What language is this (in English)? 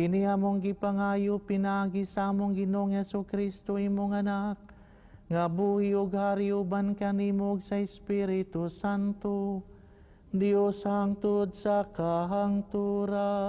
Cebuano